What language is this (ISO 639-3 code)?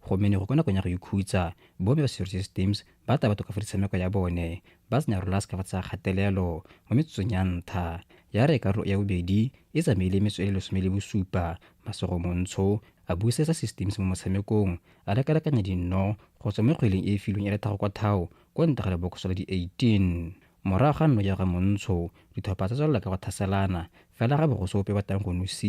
tsn